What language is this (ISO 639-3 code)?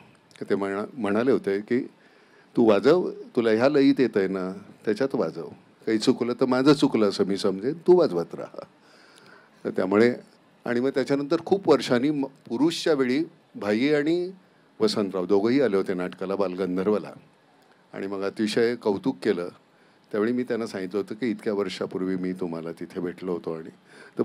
mar